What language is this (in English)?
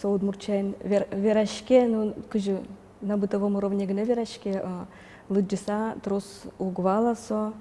Udmurt